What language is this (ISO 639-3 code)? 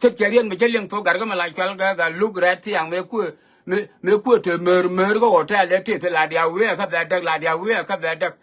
nus